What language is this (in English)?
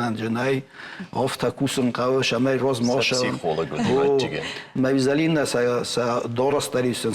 Ossetic